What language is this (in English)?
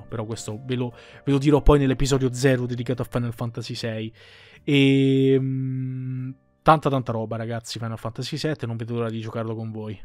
Italian